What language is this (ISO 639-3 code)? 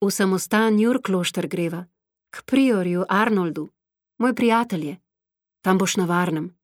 slv